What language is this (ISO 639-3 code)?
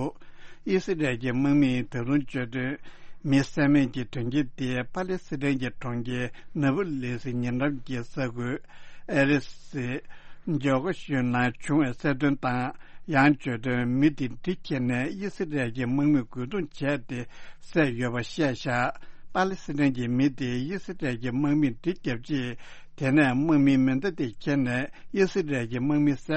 bod